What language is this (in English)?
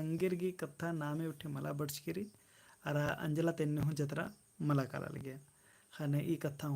Kurukh